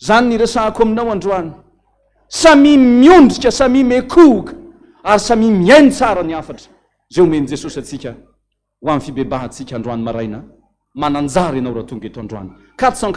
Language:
Malagasy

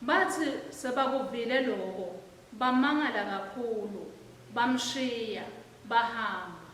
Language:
Swati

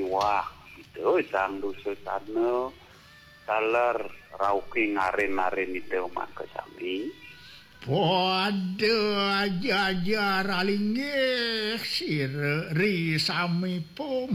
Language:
Balinese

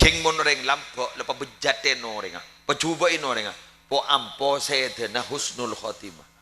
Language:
Madurese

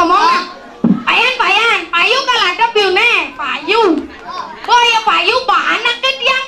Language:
Balinese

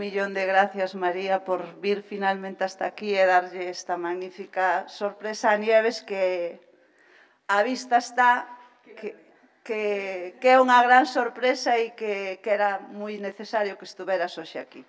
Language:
Galician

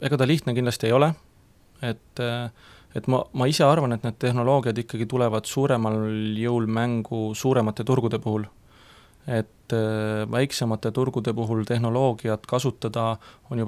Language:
Estonian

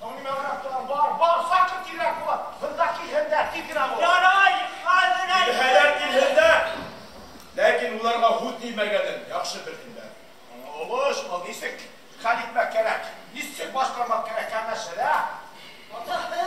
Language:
Bashkir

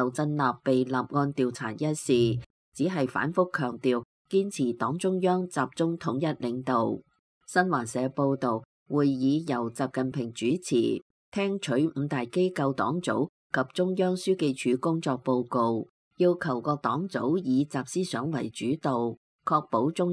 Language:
Cantonese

